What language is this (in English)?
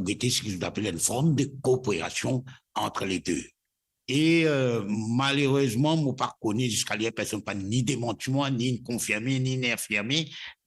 Morisyen